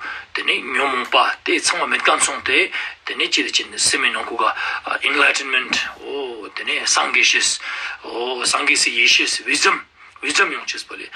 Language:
Ladakhi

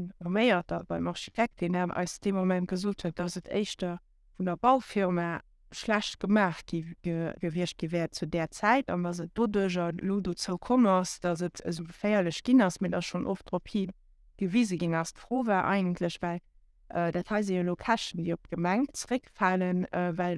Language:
Luxembourgish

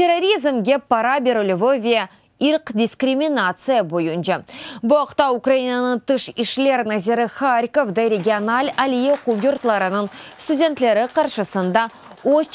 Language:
Crimean Tatar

